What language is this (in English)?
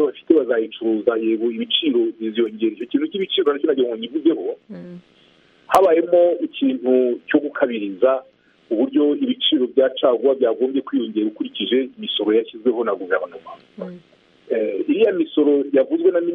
Kinyarwanda